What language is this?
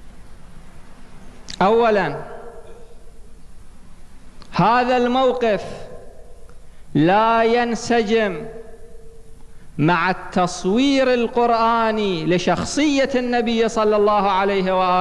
Arabic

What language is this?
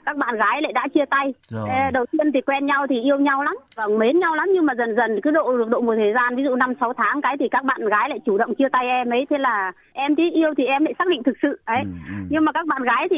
Vietnamese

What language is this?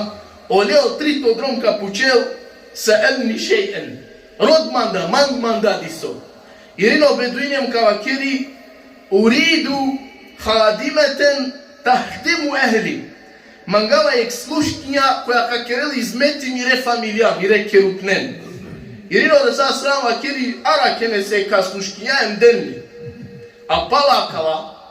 Balkan Romani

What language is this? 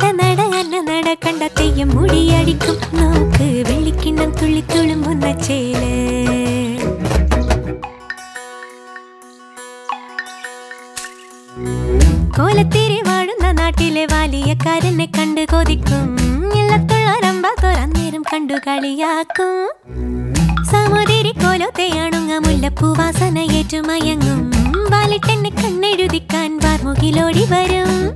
Malayalam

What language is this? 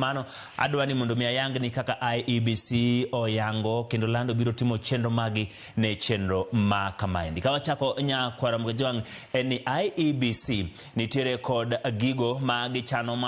Luo (Kenya and Tanzania)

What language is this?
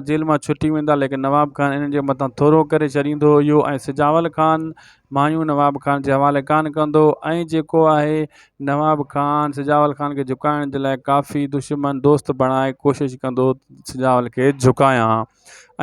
Sindhi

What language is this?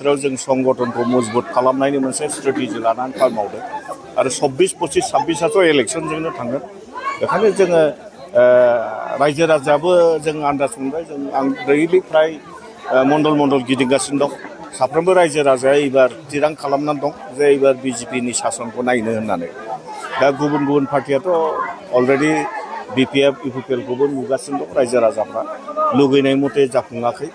Bodo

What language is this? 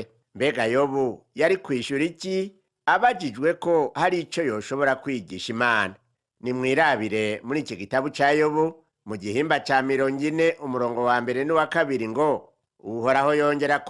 Rundi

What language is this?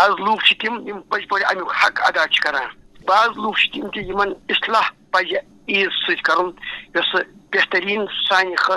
Kashmiri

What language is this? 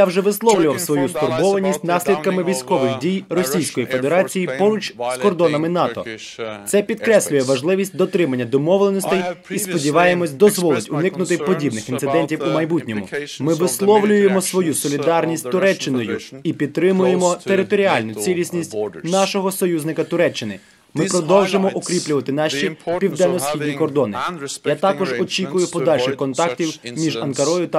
Ukrainian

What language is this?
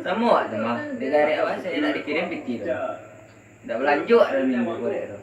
Minangkabau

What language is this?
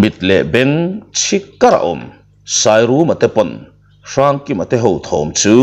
Mizo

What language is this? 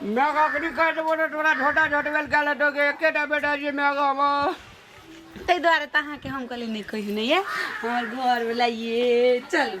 Maithili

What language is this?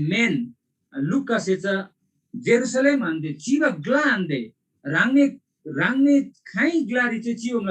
Eastern Tamang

